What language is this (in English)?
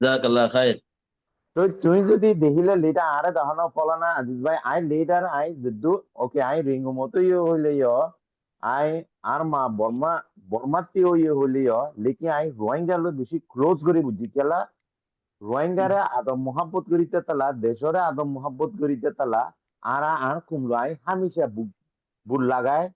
Rohingya